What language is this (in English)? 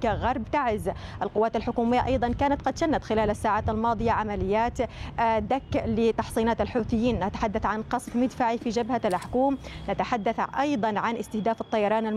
Arabic